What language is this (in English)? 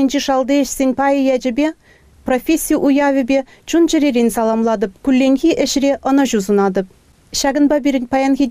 Chuvash